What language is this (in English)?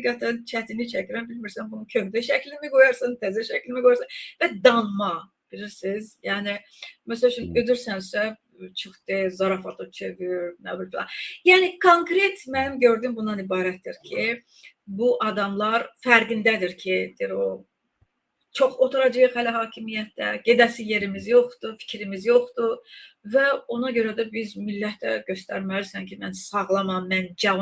Azerbaijani